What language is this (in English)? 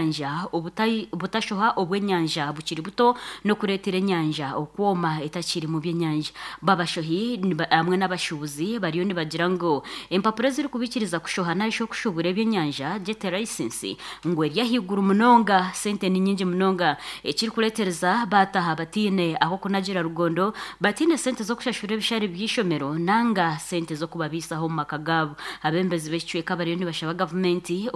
Nyankole